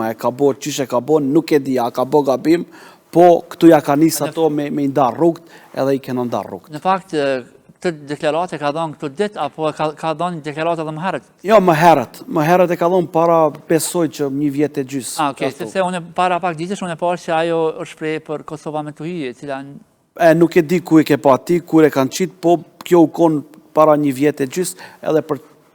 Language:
Albanian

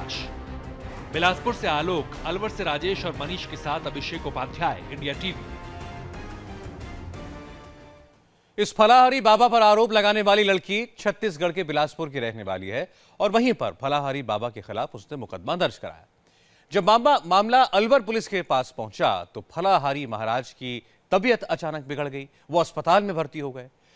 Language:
Hindi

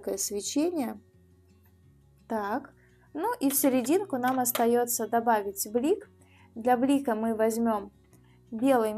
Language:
Russian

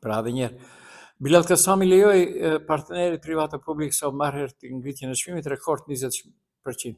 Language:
Albanian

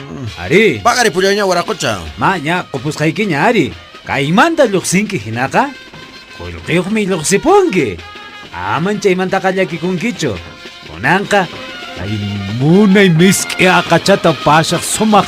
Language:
Quechua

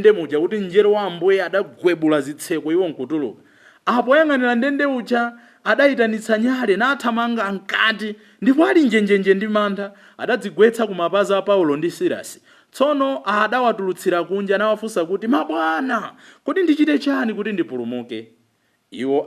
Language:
Nyanja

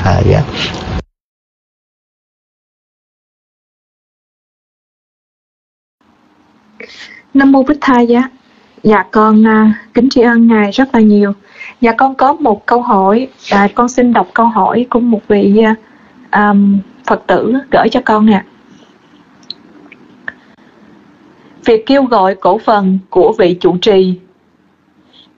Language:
Vietnamese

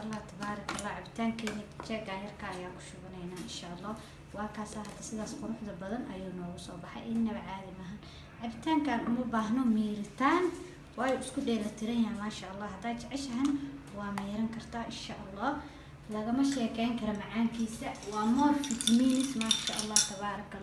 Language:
Somali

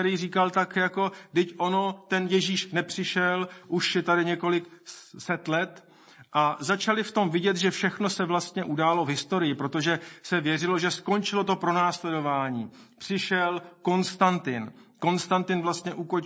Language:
Czech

